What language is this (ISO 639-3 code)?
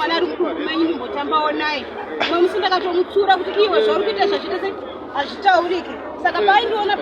sna